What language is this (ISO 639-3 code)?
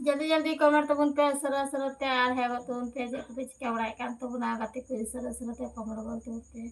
sat